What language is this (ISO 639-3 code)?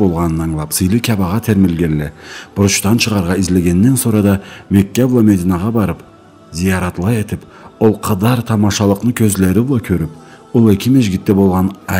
krc